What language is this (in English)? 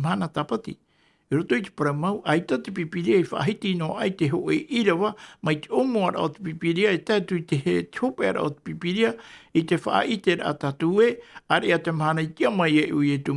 Tahitian